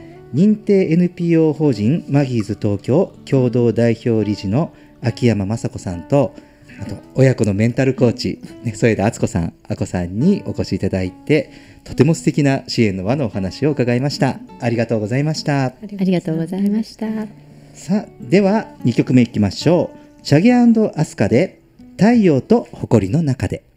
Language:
Japanese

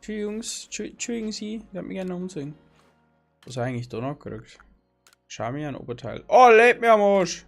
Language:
Bavarian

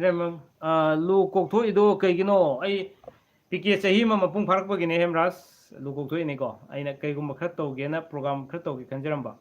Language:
Manipuri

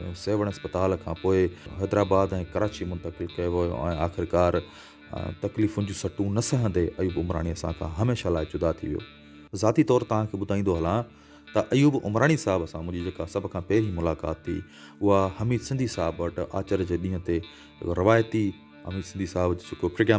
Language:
Sindhi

